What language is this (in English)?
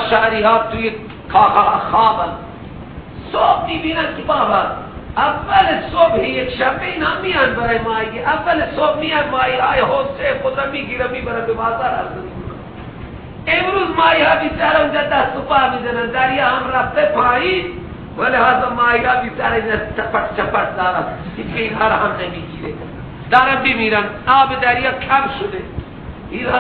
Persian